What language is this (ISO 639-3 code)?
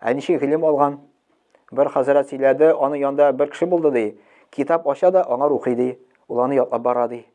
tat